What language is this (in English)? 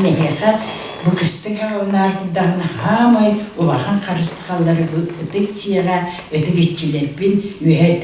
Yakut